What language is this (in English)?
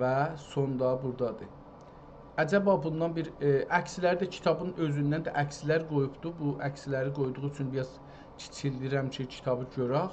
South Azerbaijani